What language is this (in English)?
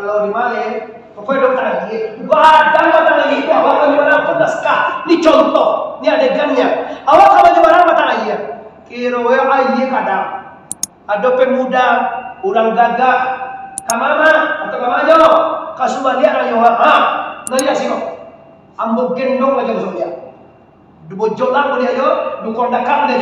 Minangkabau